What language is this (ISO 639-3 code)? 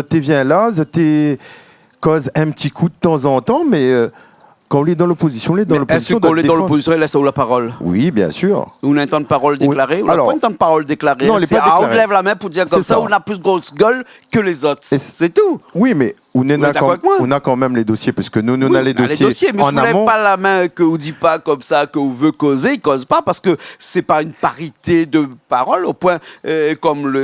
rcf